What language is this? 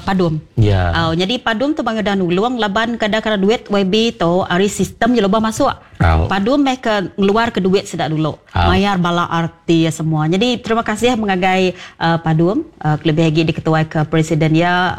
Iban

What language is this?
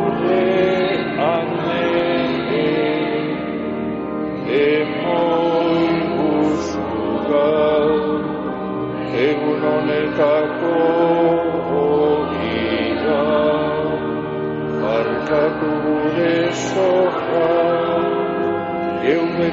Basque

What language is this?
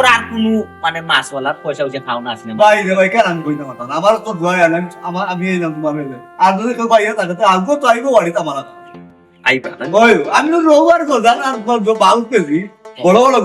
Sylheti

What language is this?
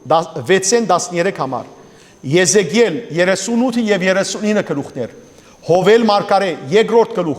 Western Armenian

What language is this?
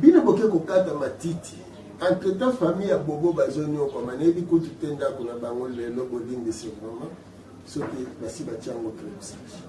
Lingala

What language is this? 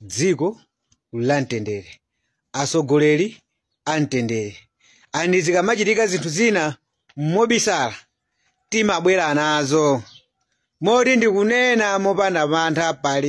Nyanja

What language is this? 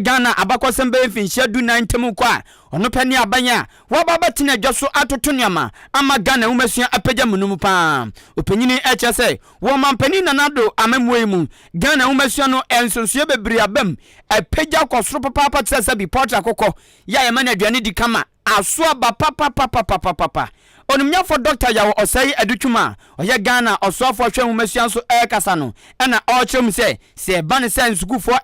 Akan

